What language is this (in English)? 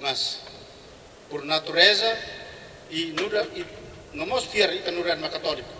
Tetum